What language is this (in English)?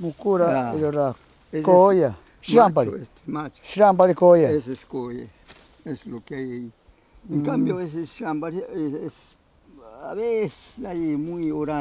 Ashéninka Perené